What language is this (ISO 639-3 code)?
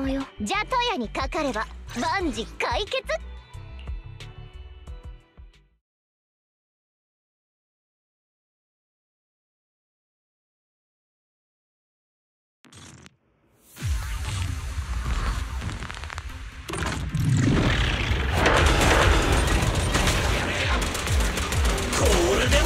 jpn